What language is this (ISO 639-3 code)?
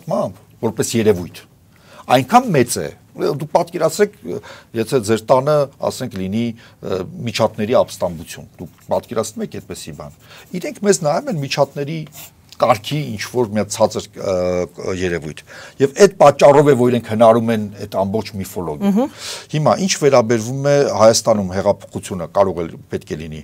hye